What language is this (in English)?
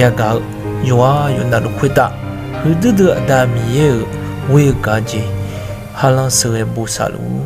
Akha